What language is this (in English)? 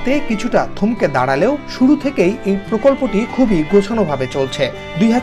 Bangla